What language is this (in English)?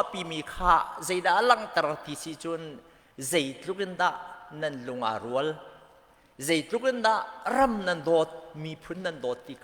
Hakha Chin